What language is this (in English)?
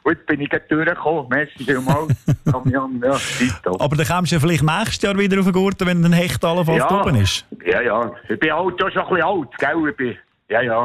German